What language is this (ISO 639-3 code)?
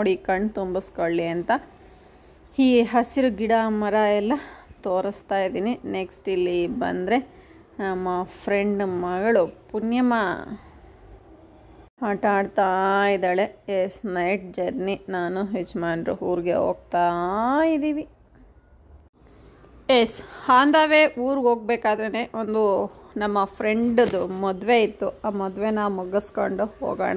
kan